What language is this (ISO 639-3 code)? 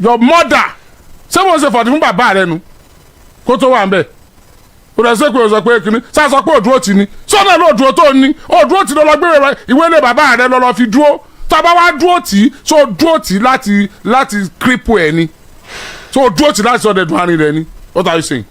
yor